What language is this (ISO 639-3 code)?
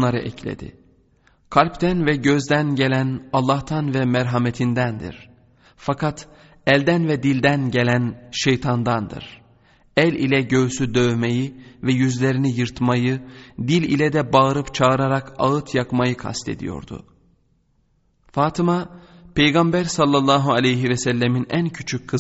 tur